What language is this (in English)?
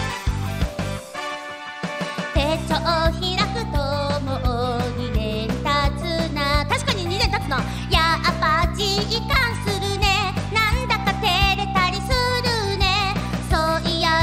Japanese